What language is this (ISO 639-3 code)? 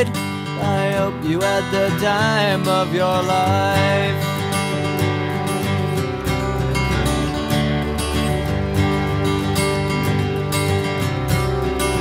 eng